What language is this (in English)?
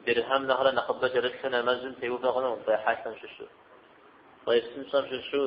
Kabardian